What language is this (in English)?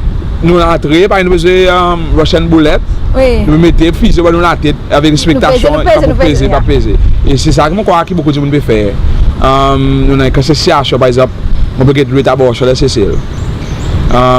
Seselwa Creole French